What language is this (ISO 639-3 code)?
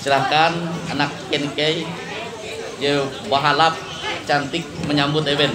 nij